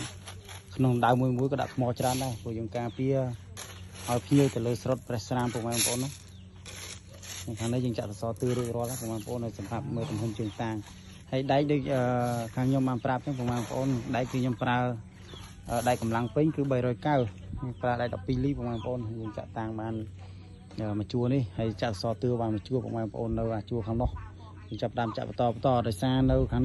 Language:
Khmer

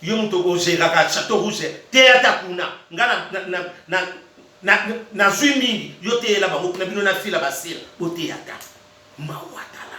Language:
Lingala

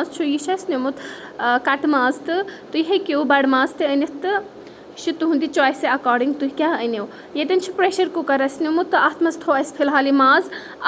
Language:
Kashmiri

